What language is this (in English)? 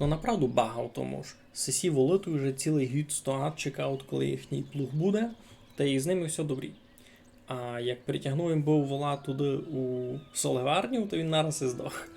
Rusyn